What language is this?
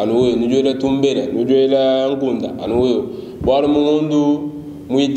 Luba-Lulua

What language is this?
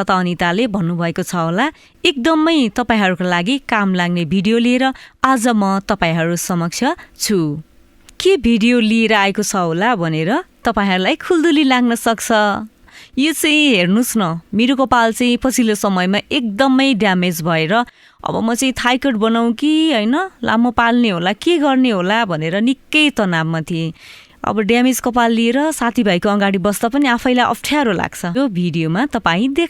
Nepali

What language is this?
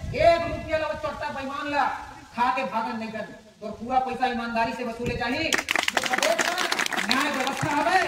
Chhattisgarhi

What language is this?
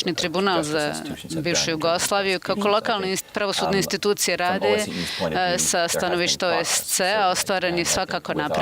Bosnian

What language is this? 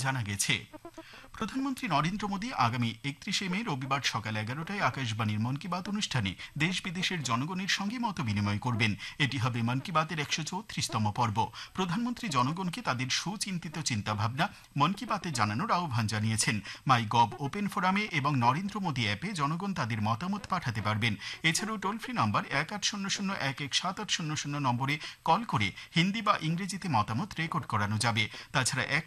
Bangla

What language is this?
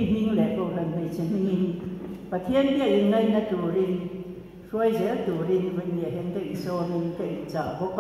Mizo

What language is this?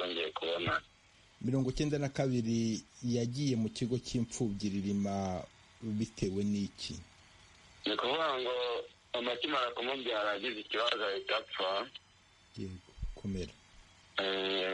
Kinyarwanda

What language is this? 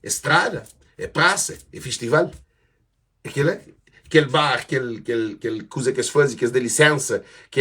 Kabuverdianu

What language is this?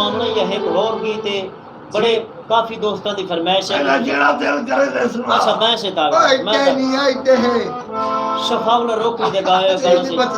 Saraiki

